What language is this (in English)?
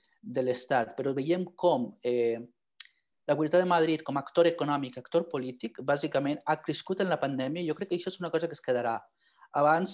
Catalan